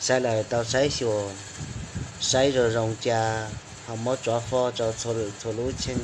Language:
Hmong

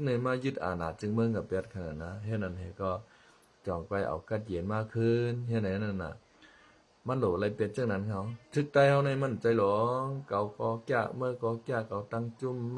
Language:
Shan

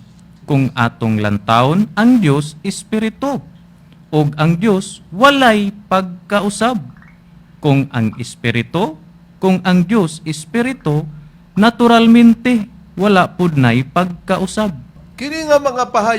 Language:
Cebuano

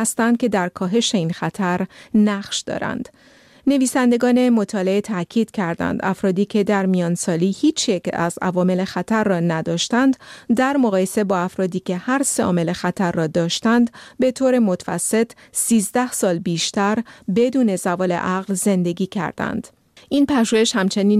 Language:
Persian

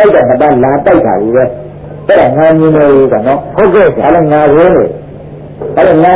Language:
Burmese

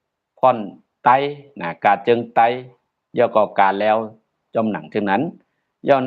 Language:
Shan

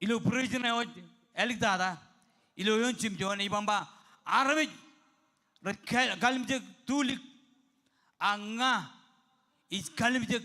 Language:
Marshallese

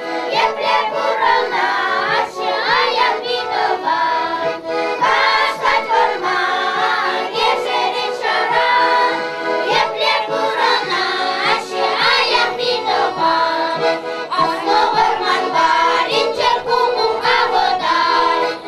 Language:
Chuvash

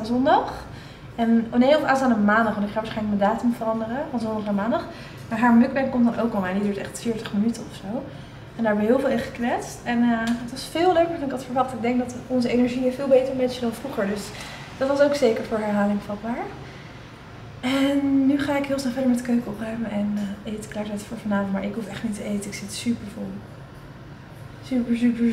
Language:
Dutch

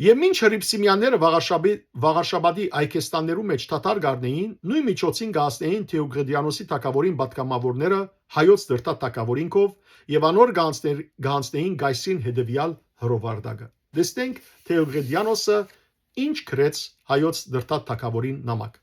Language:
Western Armenian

